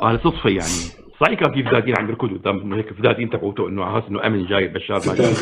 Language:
North Levantine Arabic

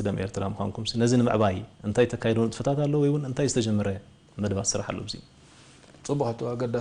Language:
Tigrinya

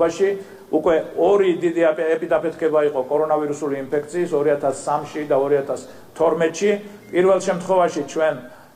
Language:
Georgian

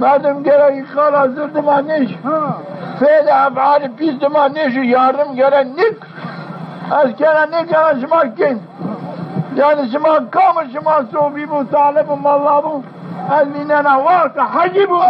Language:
Zaza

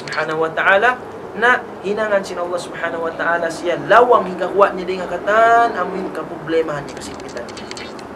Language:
Tausug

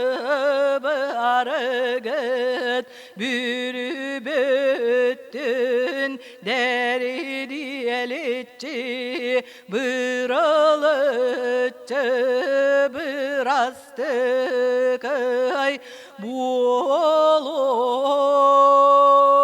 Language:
Yakut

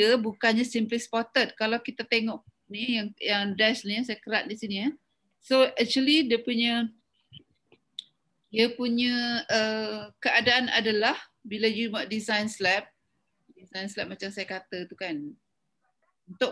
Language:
Malay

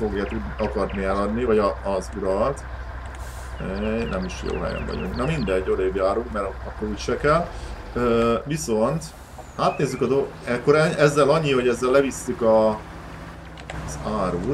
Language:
Hungarian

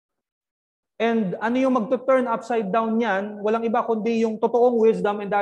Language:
Filipino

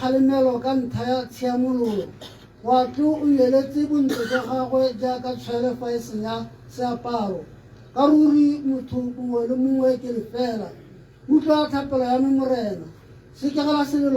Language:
Tswana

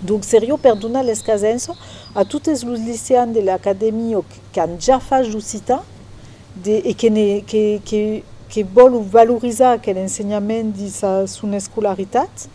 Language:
Occitan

